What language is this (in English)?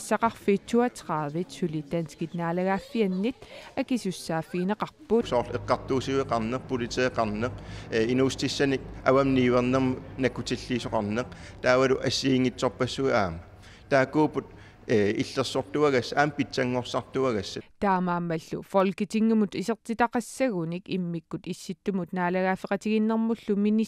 Kalaallisut